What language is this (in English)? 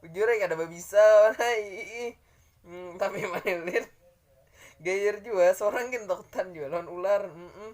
Banjar